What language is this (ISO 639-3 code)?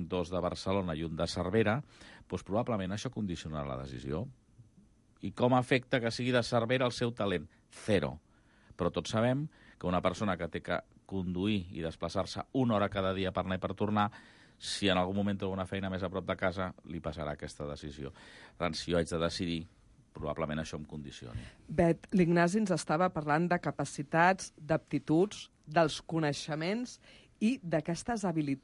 cat